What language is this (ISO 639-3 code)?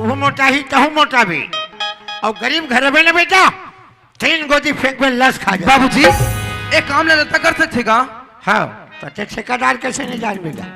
hne